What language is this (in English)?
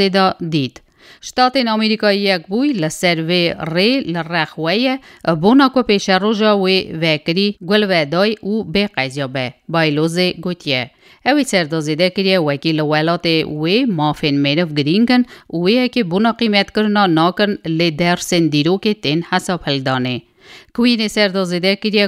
Kurdish